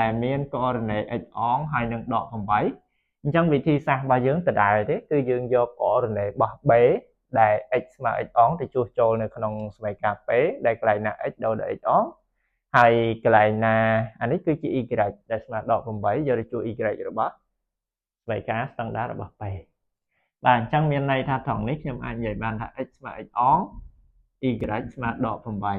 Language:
Khmer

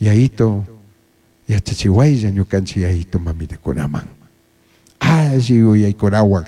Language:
Chimborazo Highland Quichua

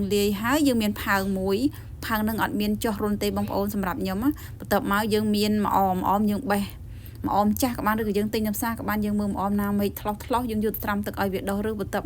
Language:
Khmer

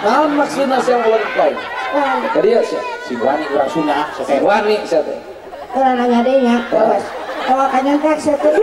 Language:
Sundanese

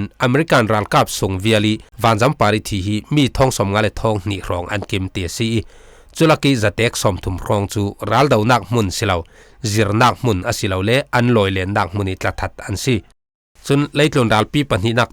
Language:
Falam Chin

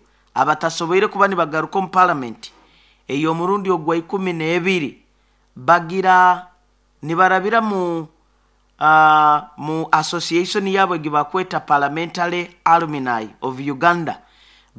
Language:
Nyoro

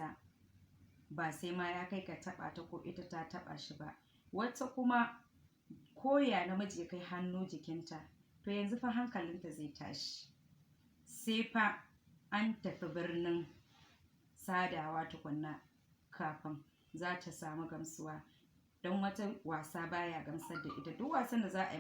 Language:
Hausa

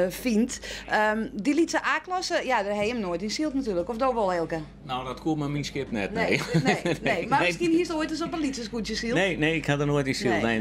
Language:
Western Frisian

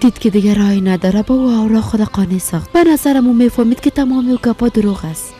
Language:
Persian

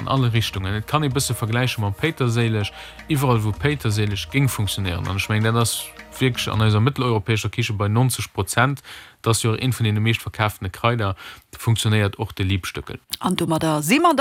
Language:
Luxembourgish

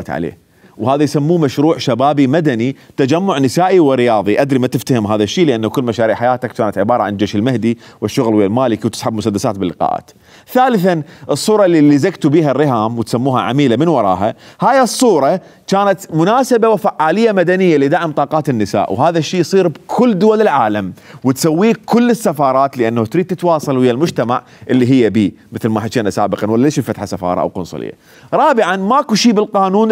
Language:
Mesopotamian Arabic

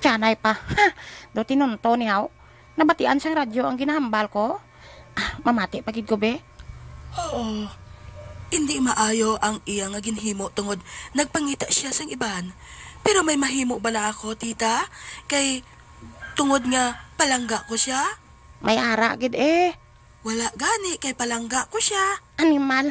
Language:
Hiligaynon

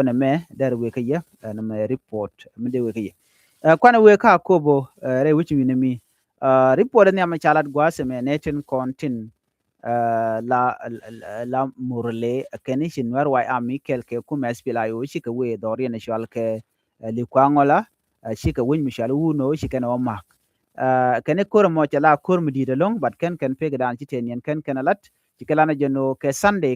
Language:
Nuer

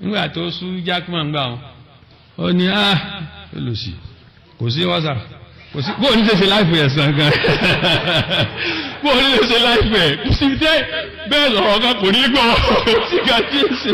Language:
Yoruba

